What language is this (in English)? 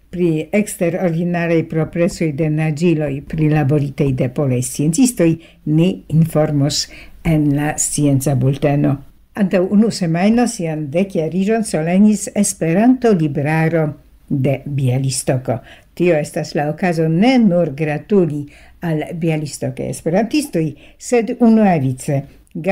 Esperanto